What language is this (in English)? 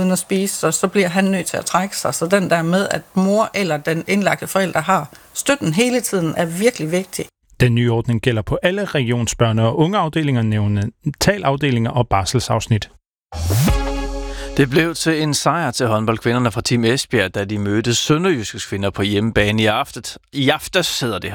Danish